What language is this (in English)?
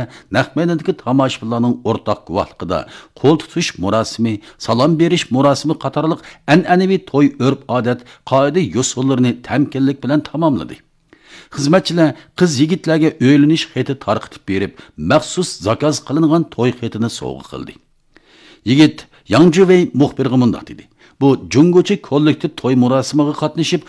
Uyghur